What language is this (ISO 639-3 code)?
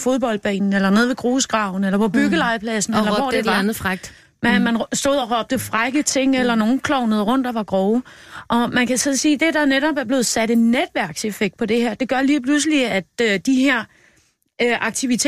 dan